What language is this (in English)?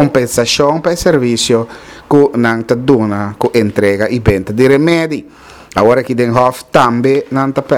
Papiamento